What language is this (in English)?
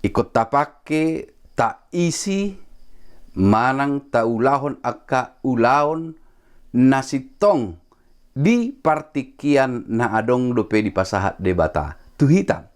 Batak Toba